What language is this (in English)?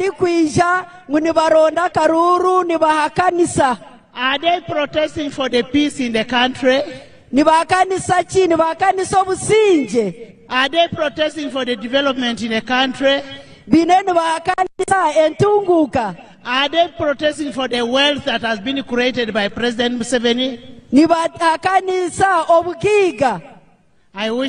Nyankole